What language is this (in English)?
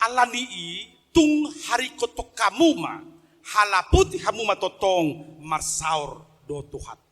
Batak Toba